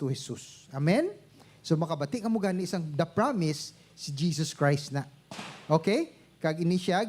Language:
Hiligaynon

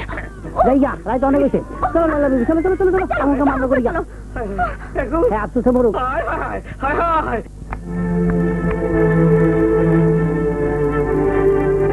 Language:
Bangla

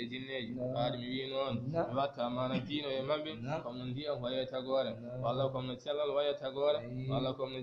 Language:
Fula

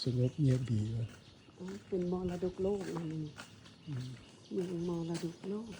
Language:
Lao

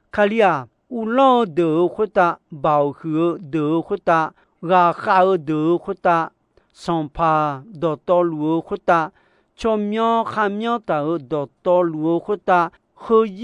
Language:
Akha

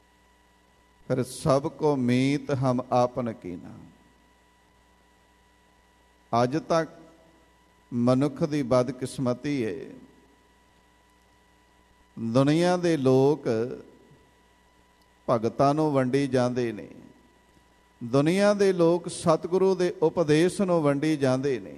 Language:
Punjabi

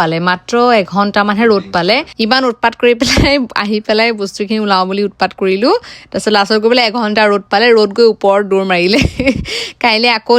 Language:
Assamese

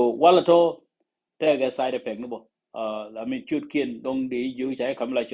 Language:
Nuer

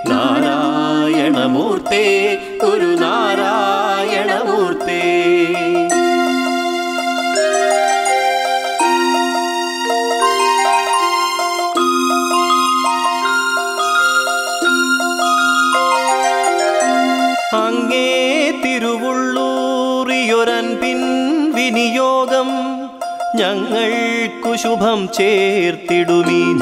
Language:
Malayalam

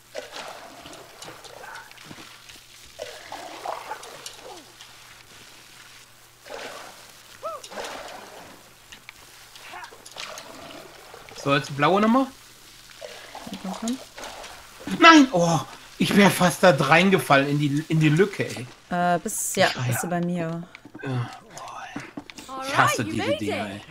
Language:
German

